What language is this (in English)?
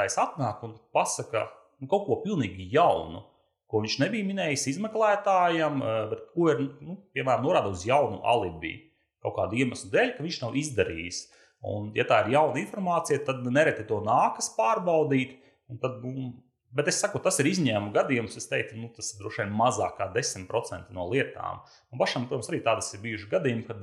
Latvian